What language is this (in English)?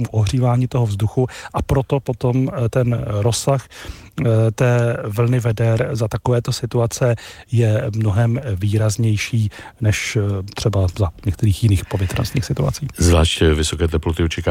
Czech